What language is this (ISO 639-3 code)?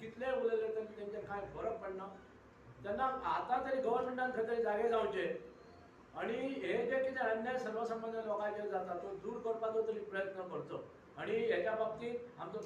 kok